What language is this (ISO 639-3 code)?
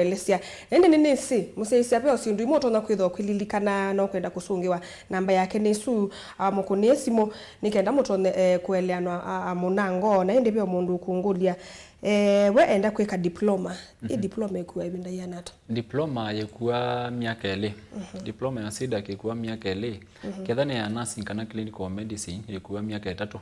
kam